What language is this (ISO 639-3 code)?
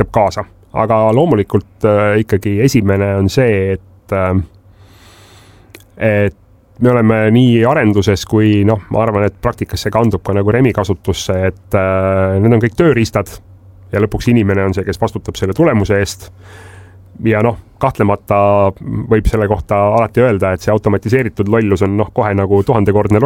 est